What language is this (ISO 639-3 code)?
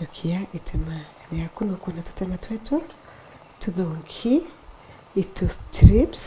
mer